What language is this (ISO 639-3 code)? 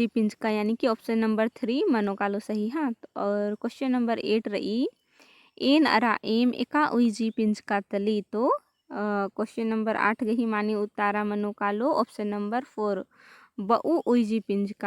kru